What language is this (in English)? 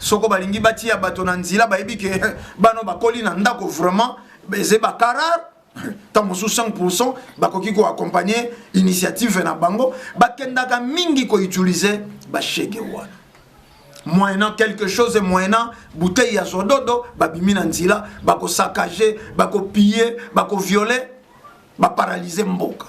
Lingala